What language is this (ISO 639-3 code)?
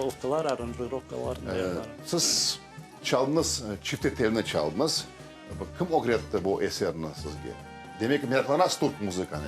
crh